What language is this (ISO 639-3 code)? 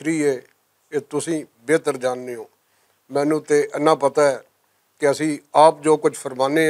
lah